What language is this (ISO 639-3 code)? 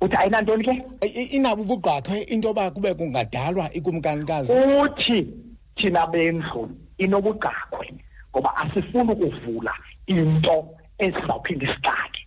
xho